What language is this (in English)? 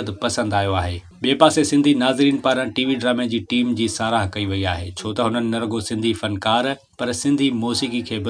Sindhi